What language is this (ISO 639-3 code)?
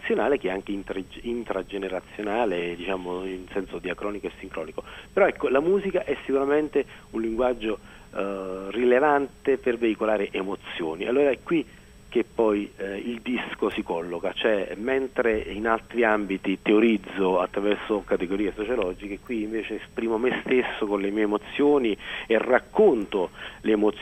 ita